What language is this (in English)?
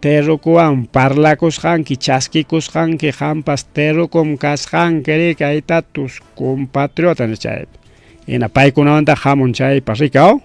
Ayacucho Quechua